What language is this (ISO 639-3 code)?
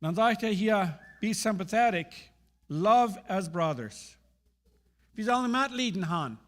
pdt